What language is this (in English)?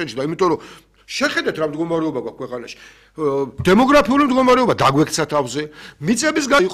Georgian